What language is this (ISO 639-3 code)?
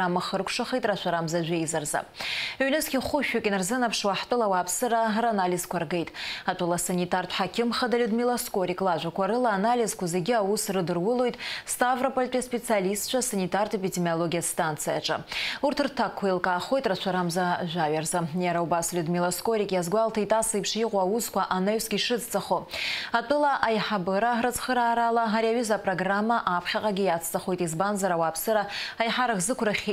abk